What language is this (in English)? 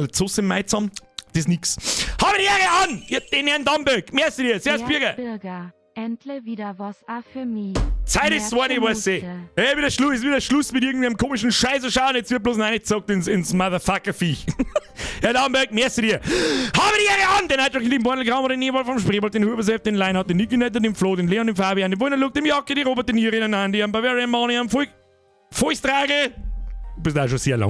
Bavarian